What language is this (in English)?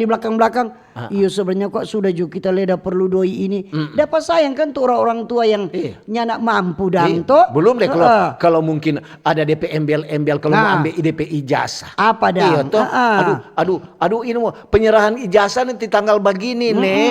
Manado Malay